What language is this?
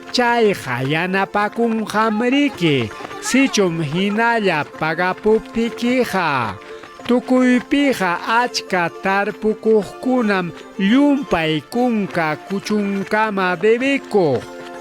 Ayacucho Quechua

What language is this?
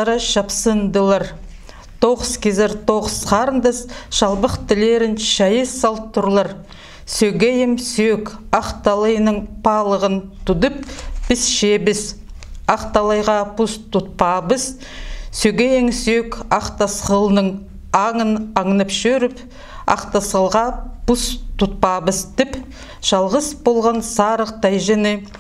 Khakas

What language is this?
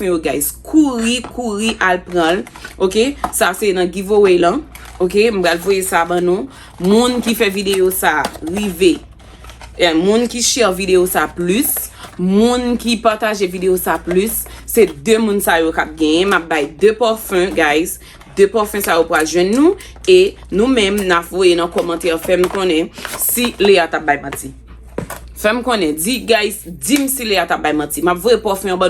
Haitian Creole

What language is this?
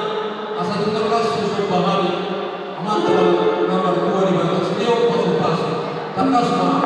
Batak Toba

